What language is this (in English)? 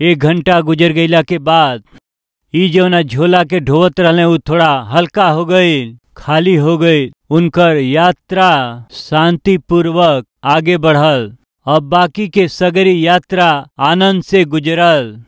Bhojpuri